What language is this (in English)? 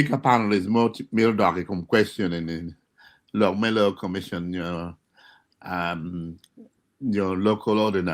Acoli